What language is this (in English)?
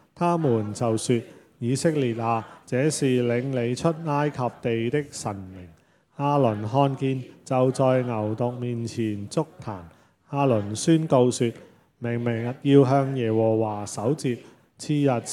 Cantonese